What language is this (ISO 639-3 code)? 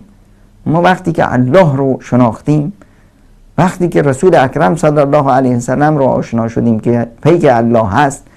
fas